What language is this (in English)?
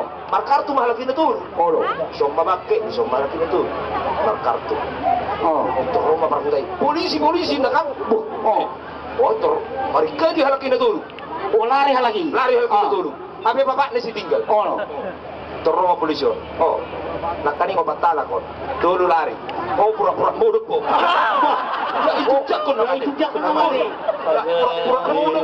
Batak Toba